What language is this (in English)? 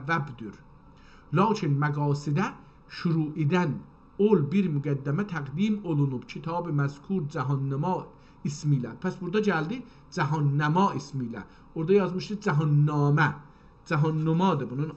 South Azerbaijani